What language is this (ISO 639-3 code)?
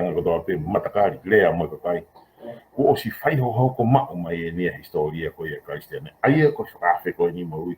ton